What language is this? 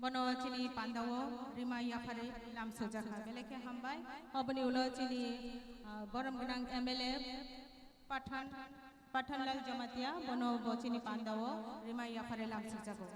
Kok Borok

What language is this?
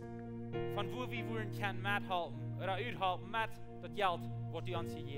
Plautdietsch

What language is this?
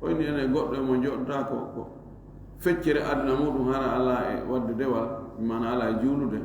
Fula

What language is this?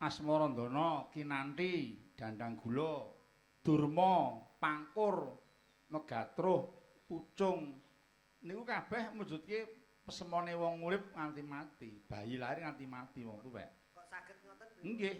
Javanese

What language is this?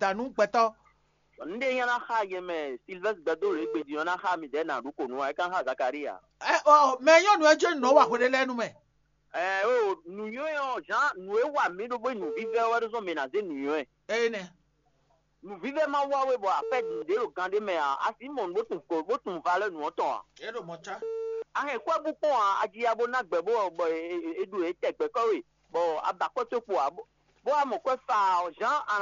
Fon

